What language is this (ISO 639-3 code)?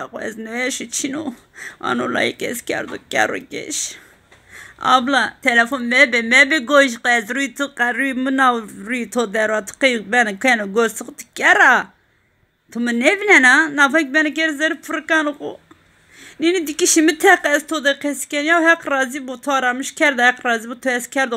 zza